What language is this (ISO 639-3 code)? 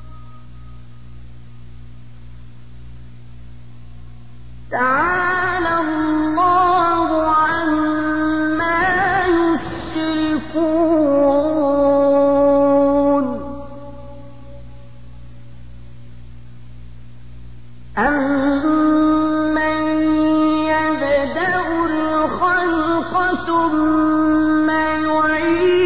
ara